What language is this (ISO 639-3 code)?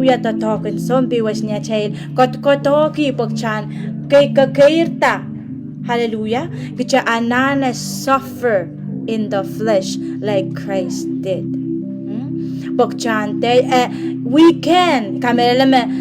pon